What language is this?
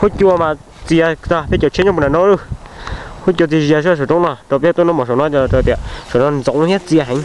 Hmong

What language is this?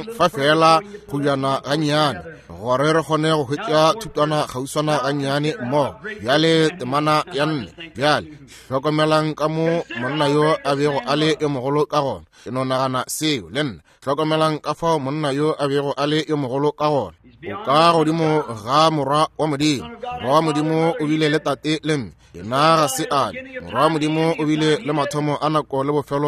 Northern Sotho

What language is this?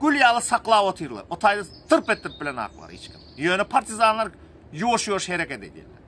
Turkmen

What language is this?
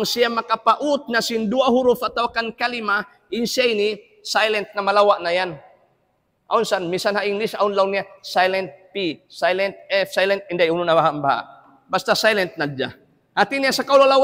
Tausug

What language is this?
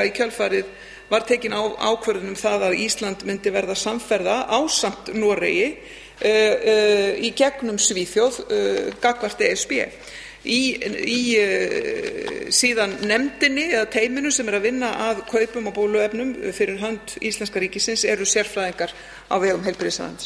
Icelandic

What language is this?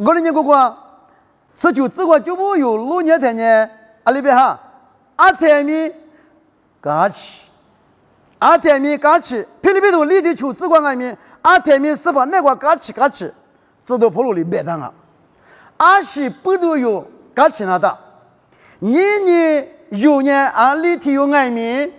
Lisu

